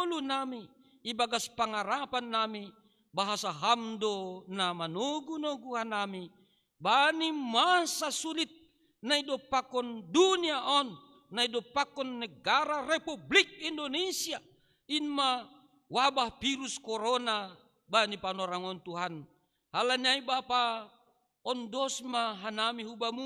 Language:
Batak Simalungun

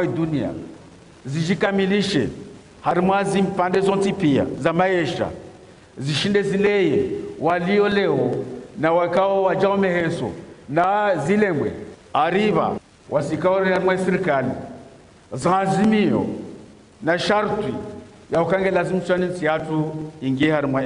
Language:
Ngazidja Comorian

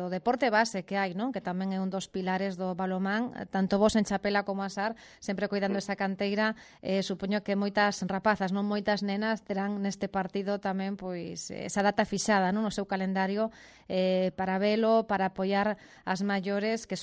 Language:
Galician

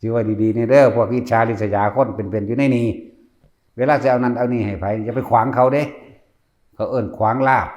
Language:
Northeastern Thai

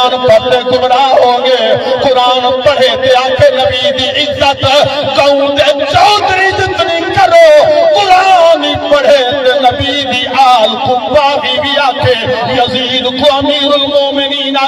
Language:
Saraiki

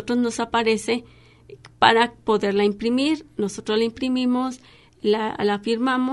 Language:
Spanish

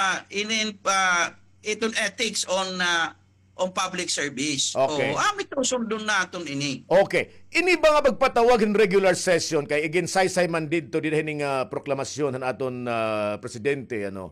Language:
Waray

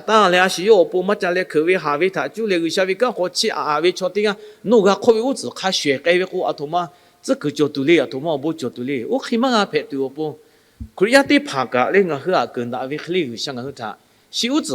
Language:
Lahu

